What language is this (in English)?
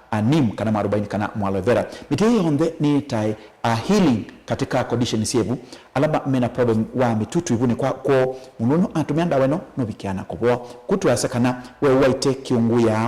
Kamba